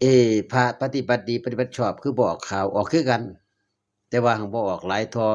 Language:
Northeastern Thai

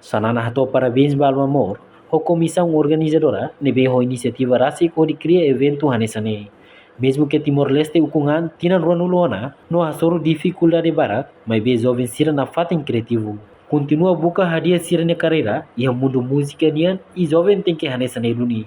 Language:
Tetum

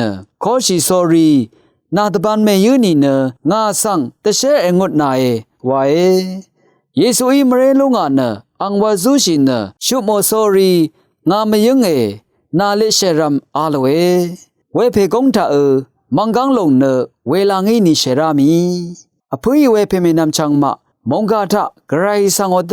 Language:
Rawang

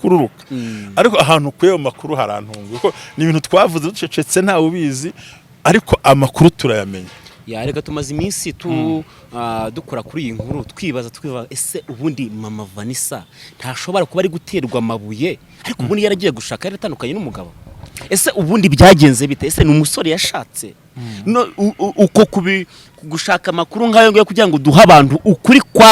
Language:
Kinyarwanda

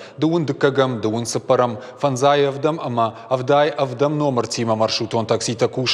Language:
Ossetic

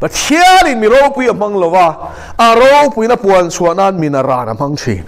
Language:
Mizo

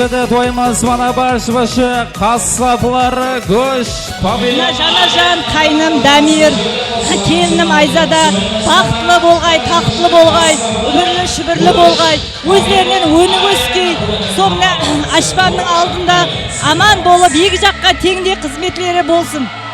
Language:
Kara-Kalpak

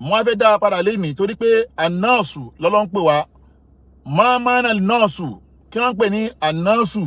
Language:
Yoruba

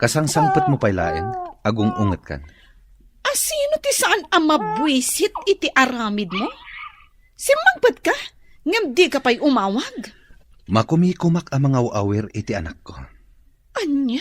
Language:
Iloko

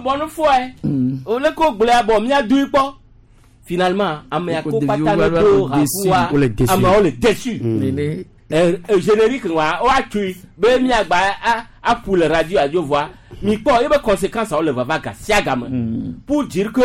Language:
Gen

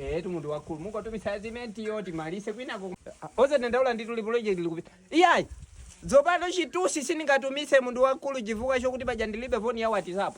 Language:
Nyanja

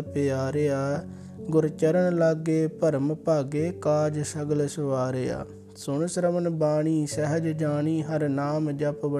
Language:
Punjabi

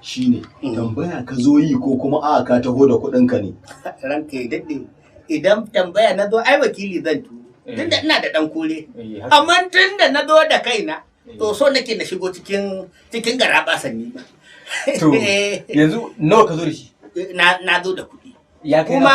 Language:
Hausa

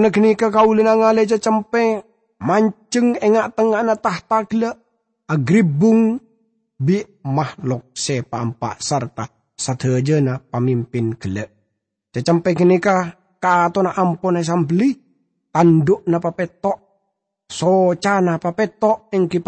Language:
Madurese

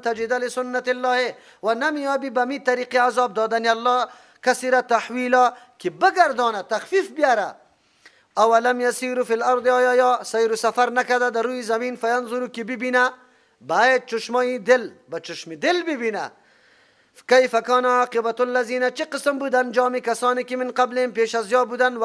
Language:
Persian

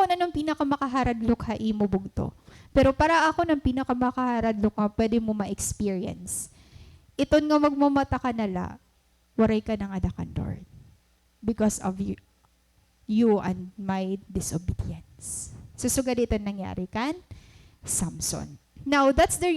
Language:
Waray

